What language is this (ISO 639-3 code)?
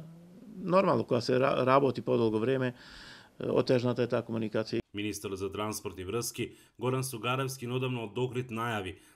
mkd